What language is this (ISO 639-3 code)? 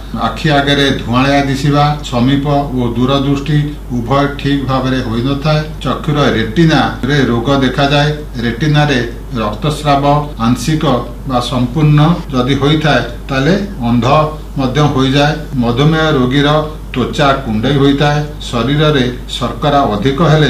ori